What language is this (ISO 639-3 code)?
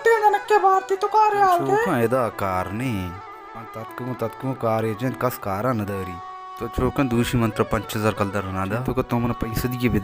bal